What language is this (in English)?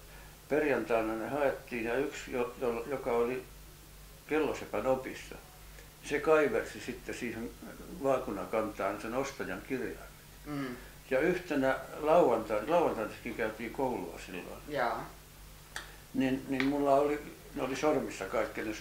Finnish